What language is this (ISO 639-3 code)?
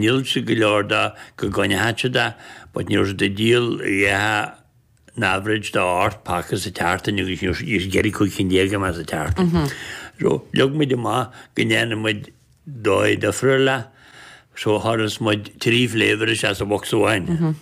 gle